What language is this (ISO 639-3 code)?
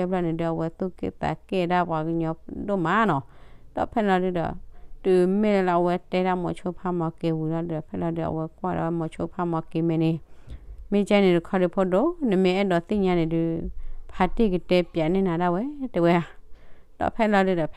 ksw